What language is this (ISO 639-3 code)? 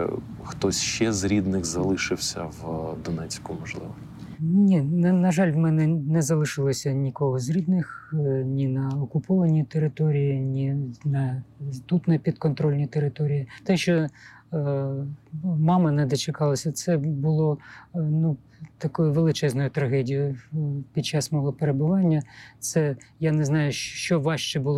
ukr